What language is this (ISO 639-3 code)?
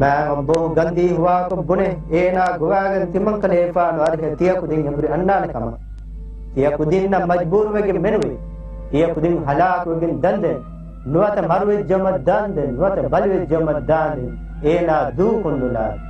div